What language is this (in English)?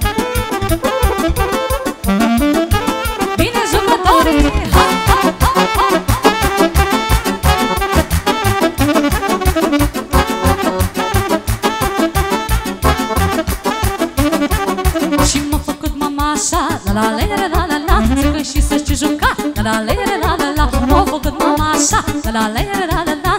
Romanian